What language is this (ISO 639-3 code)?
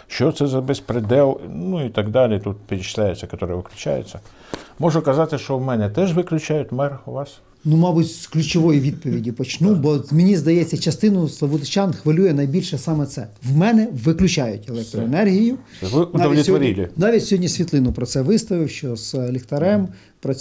ukr